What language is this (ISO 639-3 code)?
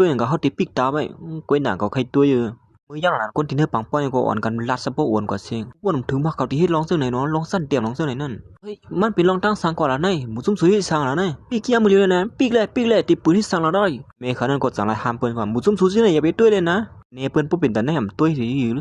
shn